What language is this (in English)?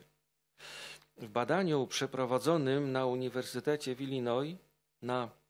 Polish